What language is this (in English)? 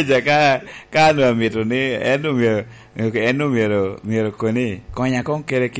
Lango (Uganda)